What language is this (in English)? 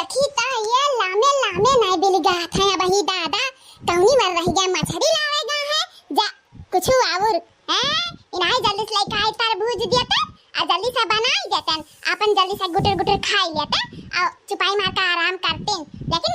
Awadhi